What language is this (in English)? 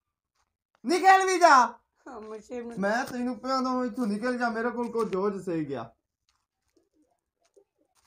Punjabi